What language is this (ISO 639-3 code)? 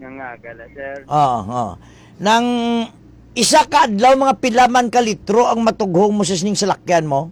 hil